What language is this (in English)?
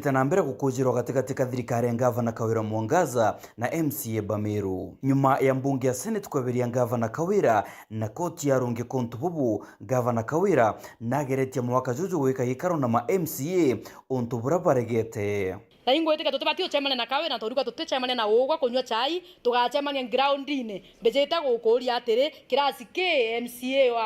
Meru